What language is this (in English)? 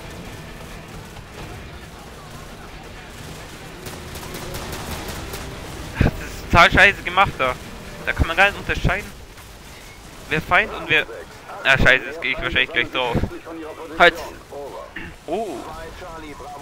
German